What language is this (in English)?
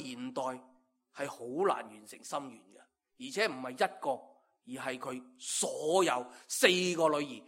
Cantonese